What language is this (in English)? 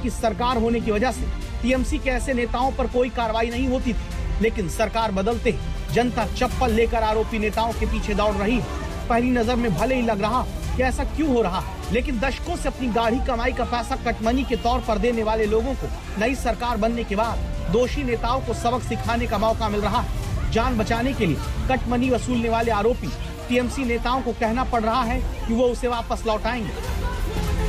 Hindi